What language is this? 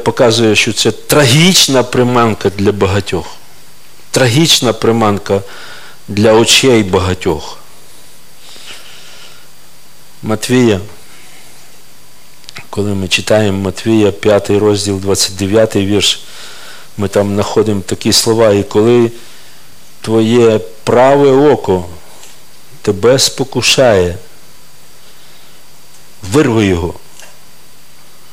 Ukrainian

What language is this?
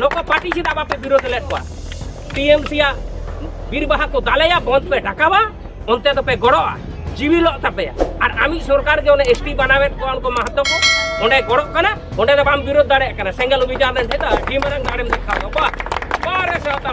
Santali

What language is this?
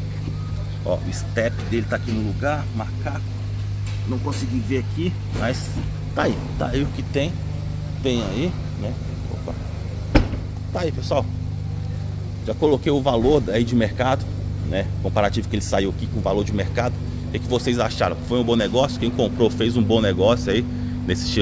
Portuguese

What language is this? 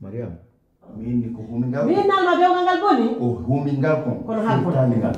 Pular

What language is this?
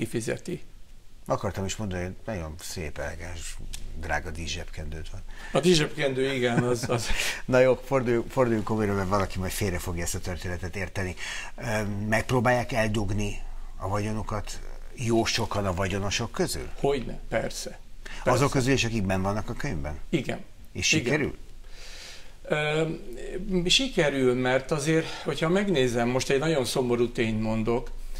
Hungarian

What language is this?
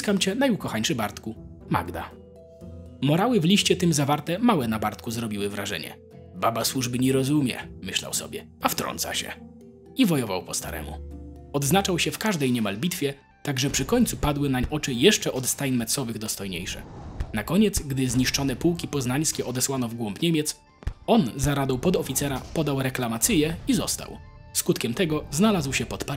Polish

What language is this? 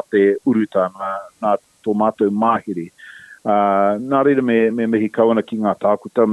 Māori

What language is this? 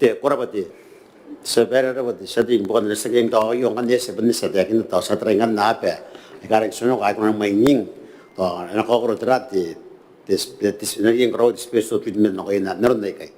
Gilbertese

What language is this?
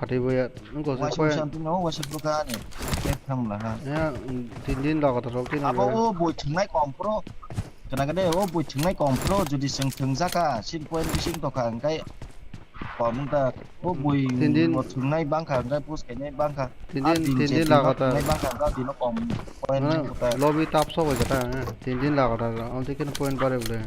Kok Borok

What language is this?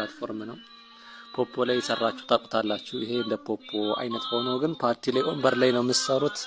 Amharic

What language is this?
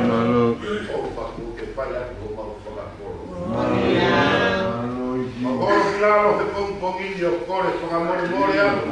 Tongan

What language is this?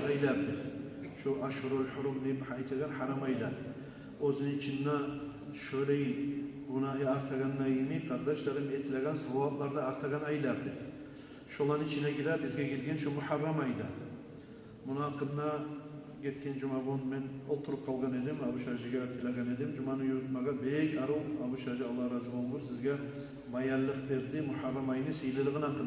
Kumyk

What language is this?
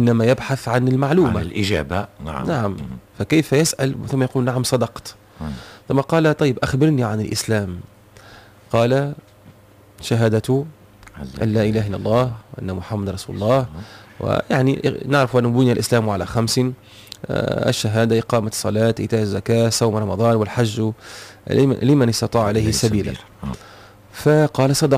Tunisian Arabic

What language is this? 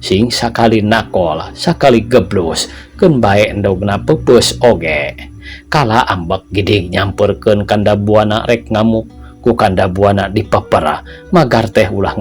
Sundanese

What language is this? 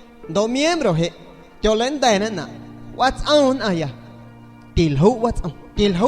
San Pedro Amuzgos Amuzgo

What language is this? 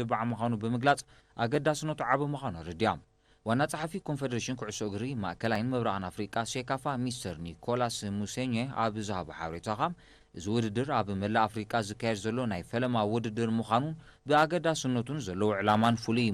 Tigrinya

